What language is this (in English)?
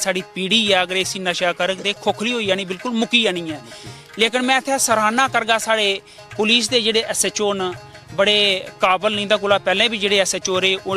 Dogri